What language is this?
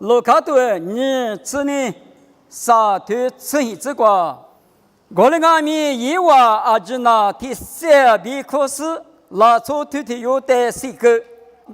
Lisu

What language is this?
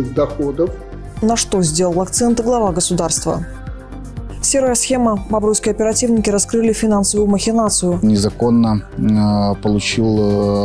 Russian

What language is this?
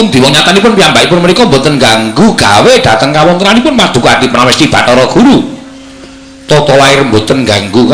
Javanese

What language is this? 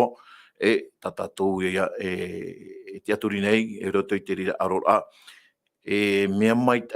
Tahitian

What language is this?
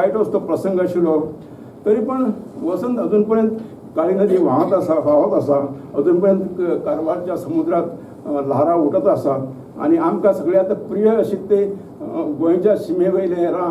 Konkani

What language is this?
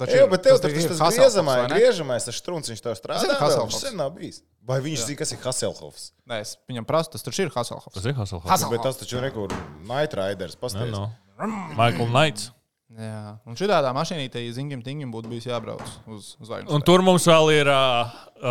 Latvian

